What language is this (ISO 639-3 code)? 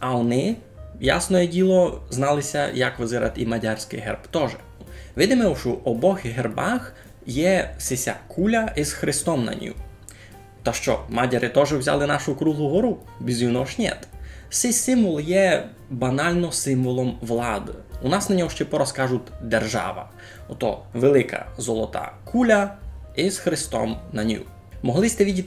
rue